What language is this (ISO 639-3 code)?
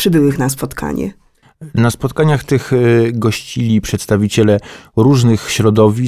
pol